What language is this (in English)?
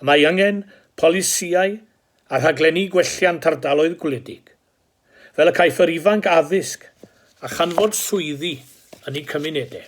Welsh